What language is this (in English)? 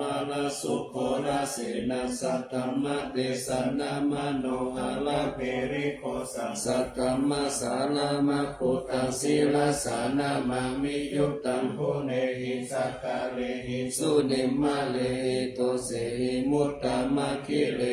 Pali